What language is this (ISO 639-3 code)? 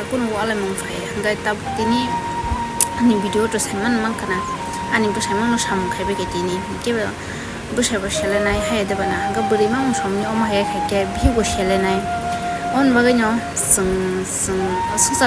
trp